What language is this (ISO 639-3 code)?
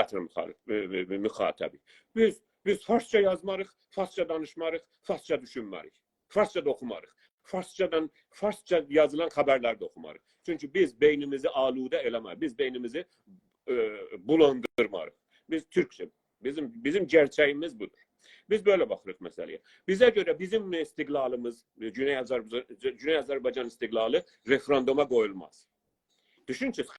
azb